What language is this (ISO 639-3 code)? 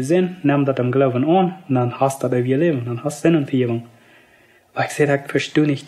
pdt